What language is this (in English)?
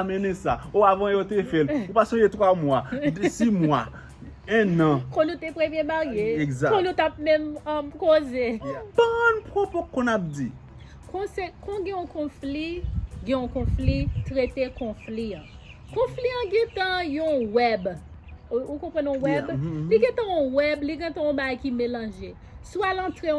Haitian Creole